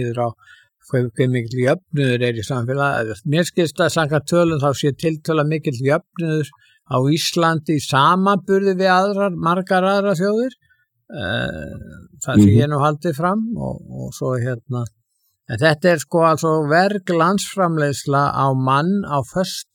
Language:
Icelandic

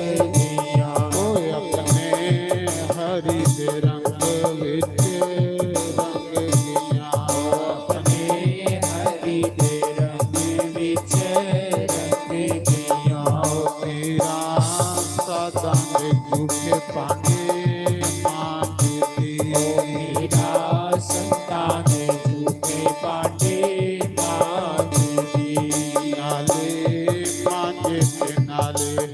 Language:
Dogri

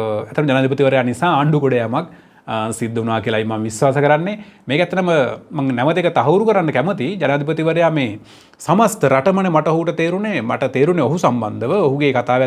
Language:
Sinhala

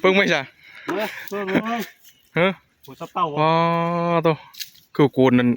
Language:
Northeastern Thai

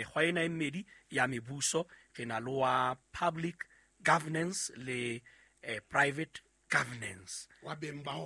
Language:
Southern Sotho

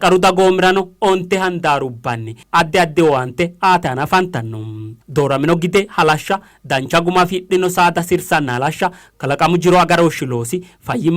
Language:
Sidamo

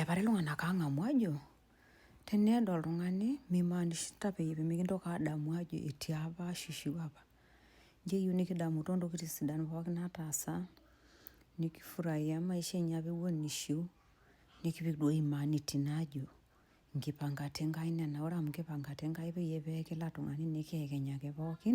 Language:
Masai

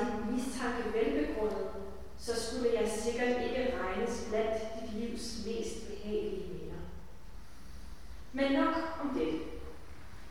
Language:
Danish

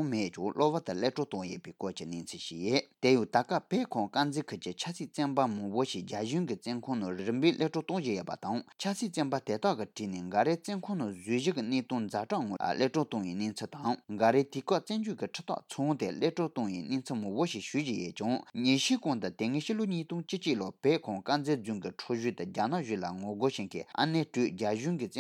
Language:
Tibetan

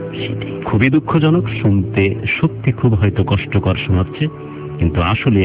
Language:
Bangla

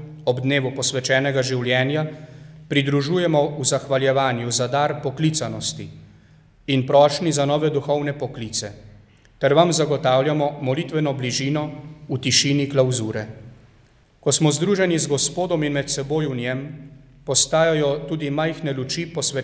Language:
Slovenian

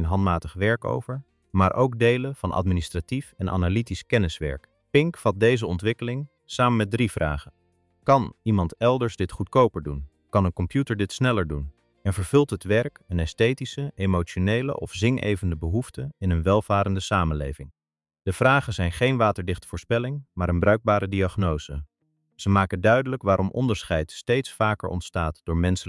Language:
Dutch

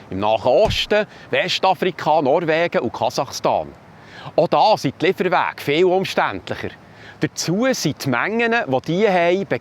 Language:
Swiss German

